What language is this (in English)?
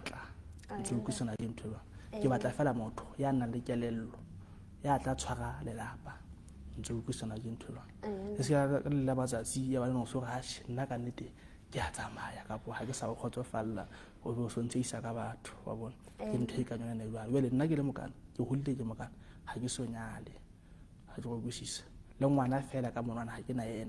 Southern Sotho